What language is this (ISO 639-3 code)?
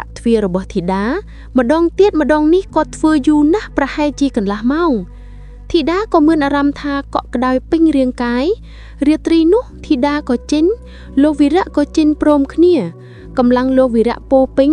khm